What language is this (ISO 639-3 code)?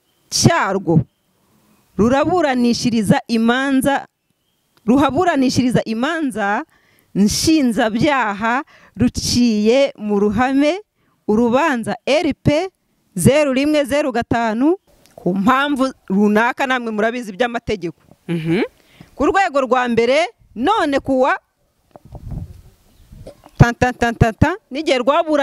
kin